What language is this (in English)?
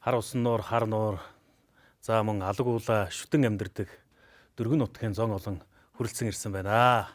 Mongolian